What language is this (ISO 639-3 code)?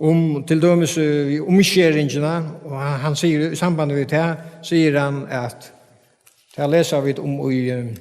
fao